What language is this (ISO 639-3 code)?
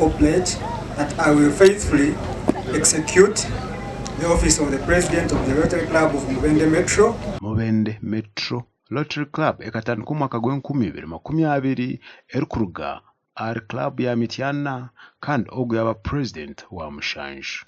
nyn